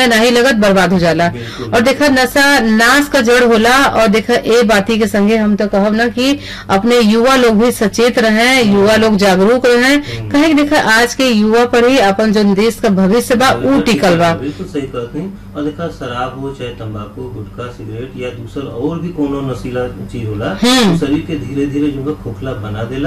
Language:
Bhojpuri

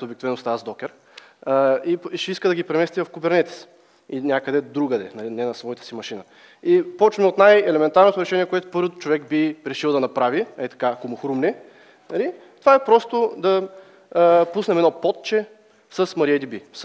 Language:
Bulgarian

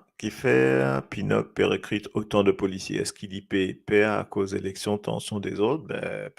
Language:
Morisyen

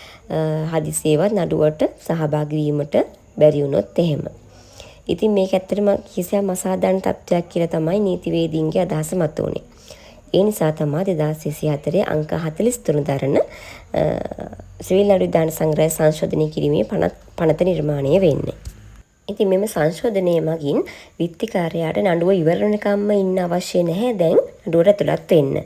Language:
Sinhala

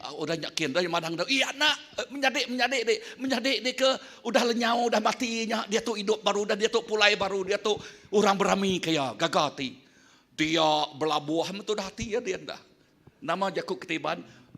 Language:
Iban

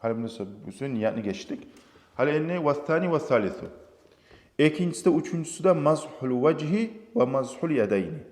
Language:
Kumyk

